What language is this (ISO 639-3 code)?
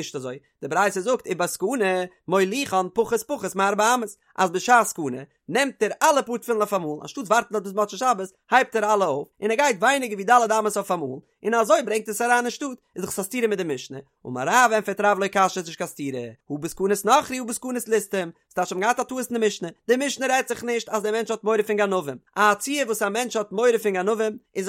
yid